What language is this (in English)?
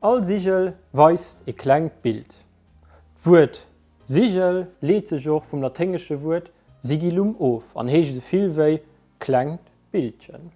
Luxembourgish